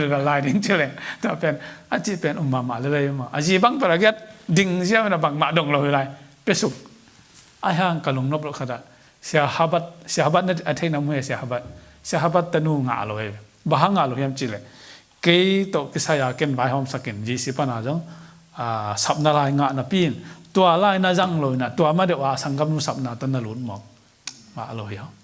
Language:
Tedim Chin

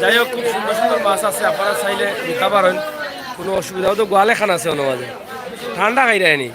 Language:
Sylheti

